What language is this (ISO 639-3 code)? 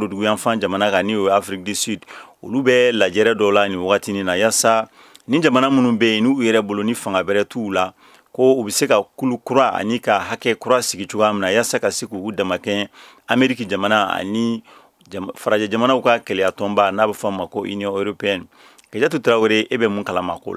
bam